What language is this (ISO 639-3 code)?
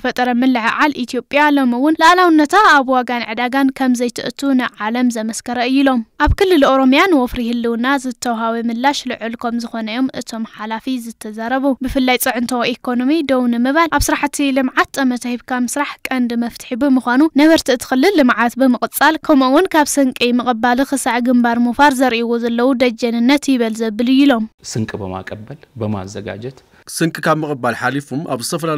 tir